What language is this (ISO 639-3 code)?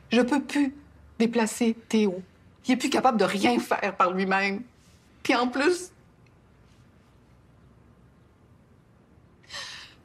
fra